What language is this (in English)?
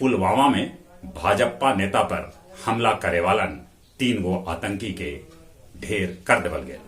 Magahi